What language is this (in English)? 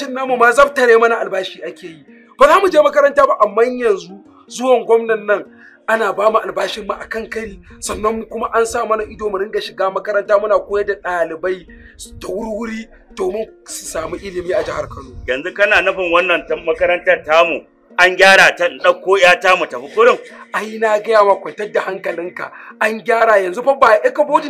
Hausa